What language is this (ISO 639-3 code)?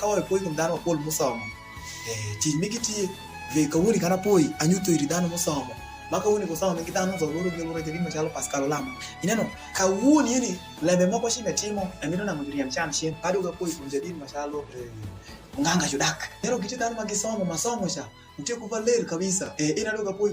alz